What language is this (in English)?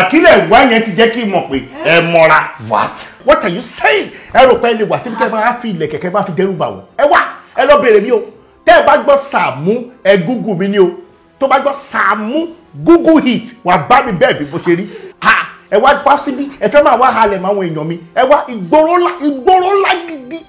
Yoruba